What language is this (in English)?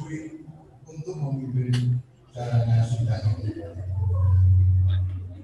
Indonesian